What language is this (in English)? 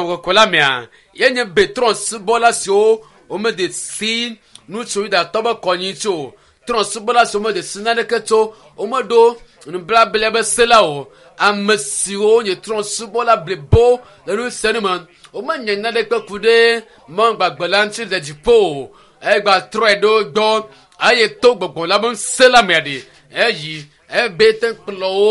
Ewe